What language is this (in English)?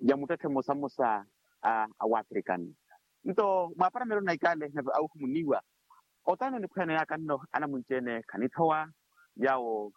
Makhuwa